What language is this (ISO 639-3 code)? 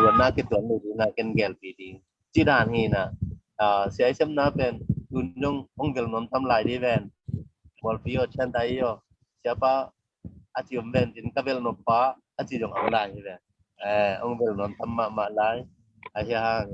ctd